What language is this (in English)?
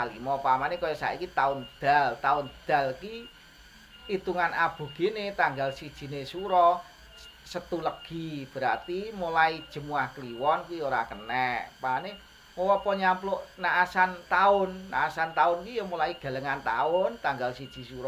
Javanese